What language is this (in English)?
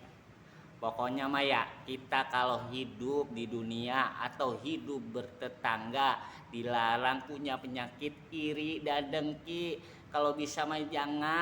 Betawi